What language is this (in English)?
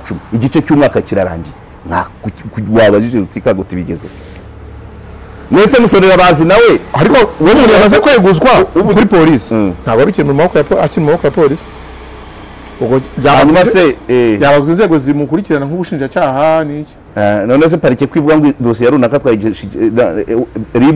Kinyarwanda